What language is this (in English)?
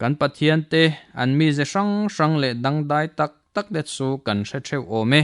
Mizo